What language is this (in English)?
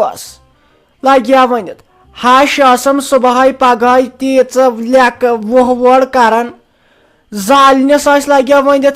Kashmiri